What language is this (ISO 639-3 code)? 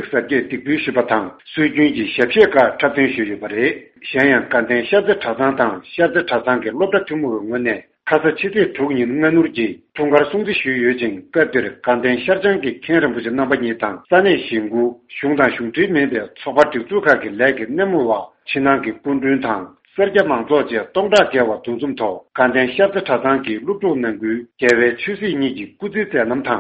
bod